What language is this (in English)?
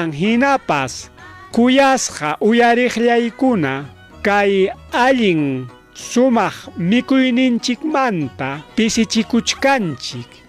Ayacucho Quechua